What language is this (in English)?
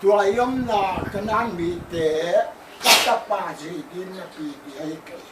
Paite Chin